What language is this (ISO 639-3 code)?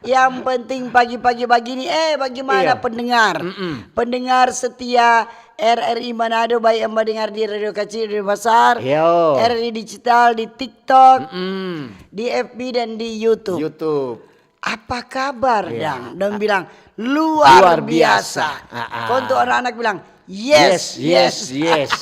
xmm